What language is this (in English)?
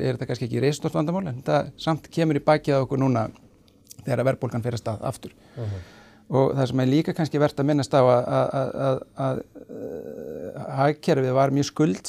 Icelandic